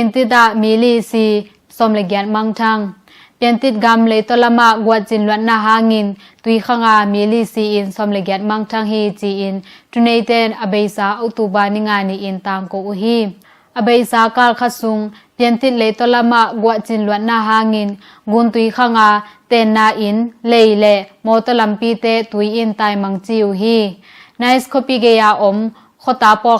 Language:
Tedim Chin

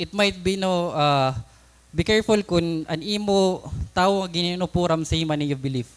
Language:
Waray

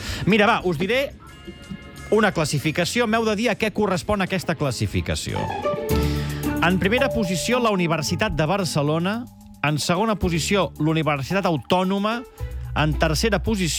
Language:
Catalan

